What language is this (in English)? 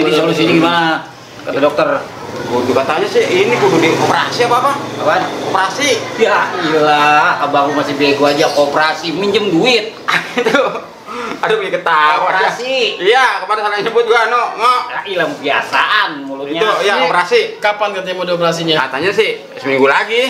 Betawi